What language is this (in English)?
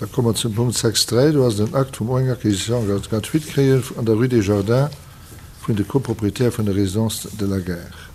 Luxembourgish